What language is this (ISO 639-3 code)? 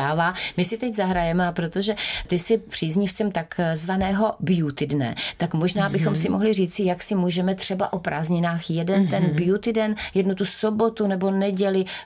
ces